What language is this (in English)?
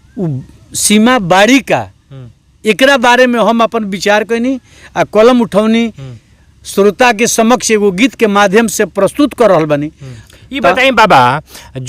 Bhojpuri